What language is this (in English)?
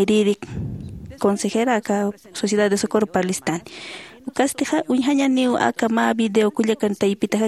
Aymara